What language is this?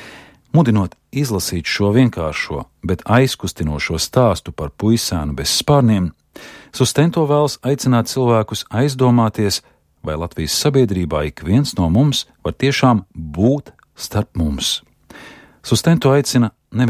Latvian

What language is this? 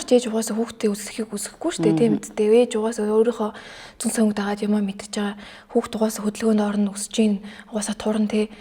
Mongolian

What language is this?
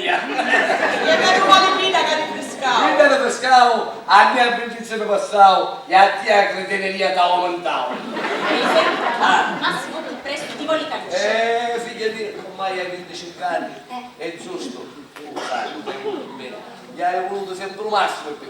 Sicilian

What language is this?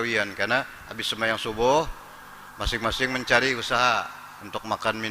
Banjar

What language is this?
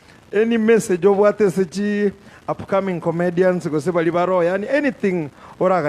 Gusii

